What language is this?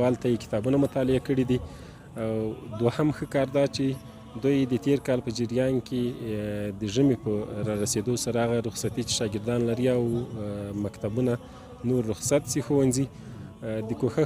Pashto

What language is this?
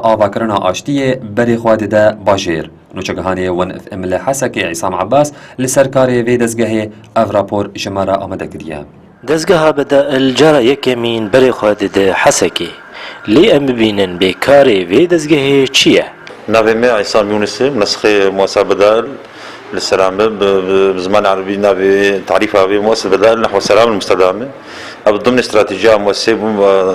Kurdish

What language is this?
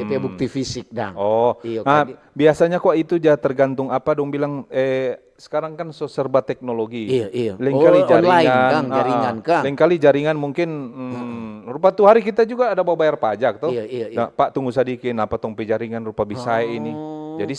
Manado Malay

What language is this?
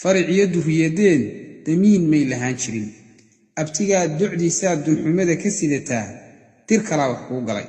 Somali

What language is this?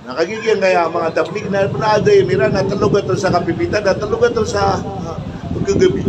Maranao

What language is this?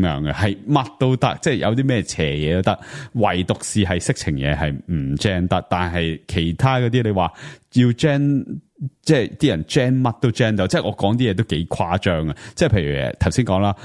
Cantonese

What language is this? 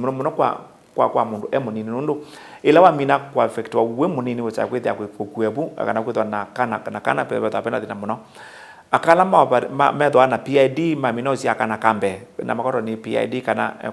Kamba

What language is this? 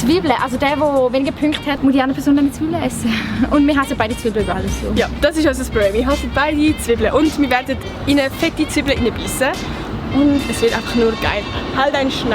Swiss German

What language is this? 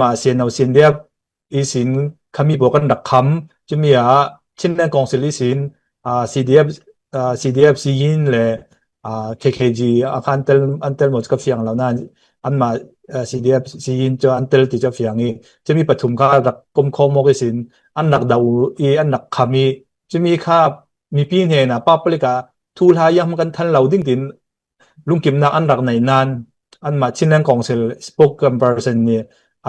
Falam Chin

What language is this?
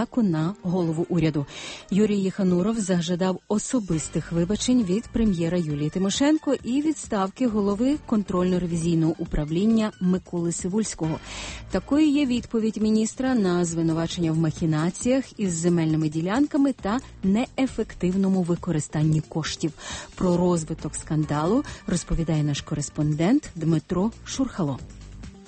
Ukrainian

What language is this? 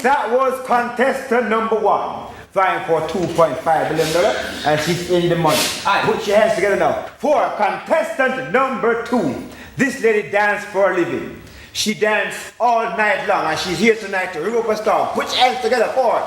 Jamaican Creole English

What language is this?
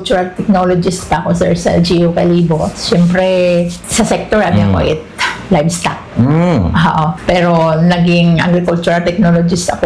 Aklanon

